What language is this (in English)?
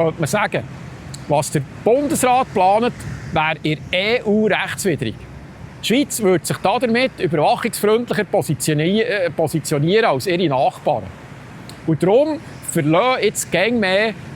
Swiss German